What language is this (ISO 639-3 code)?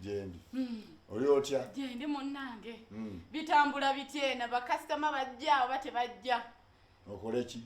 lug